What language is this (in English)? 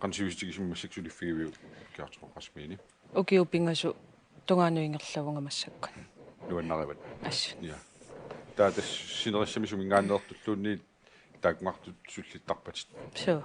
Kalaallisut